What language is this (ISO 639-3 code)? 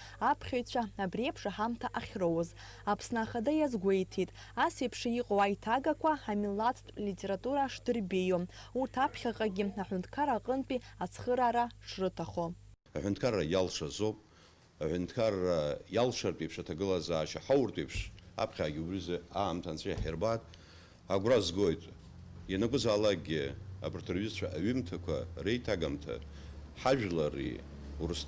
abk